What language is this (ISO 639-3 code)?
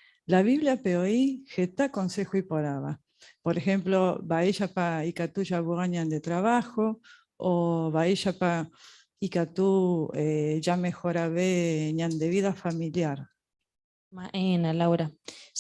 grn